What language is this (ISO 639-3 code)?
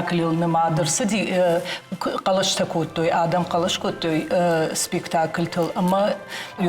oss